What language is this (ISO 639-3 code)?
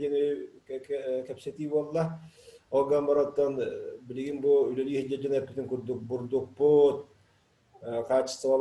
sah